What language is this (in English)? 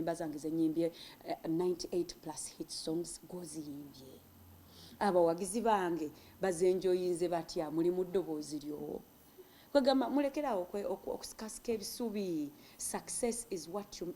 Ganda